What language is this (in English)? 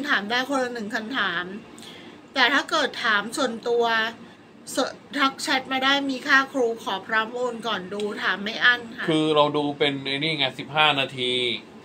Thai